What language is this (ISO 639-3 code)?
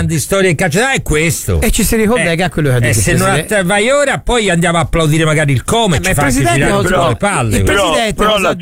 ita